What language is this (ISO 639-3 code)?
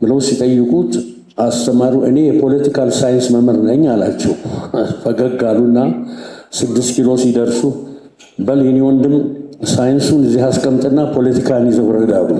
amh